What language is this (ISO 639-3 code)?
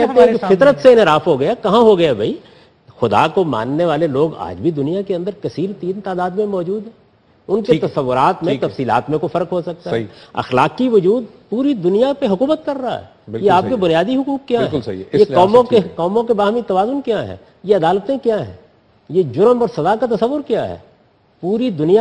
urd